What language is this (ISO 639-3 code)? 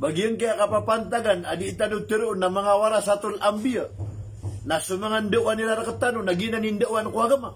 mrw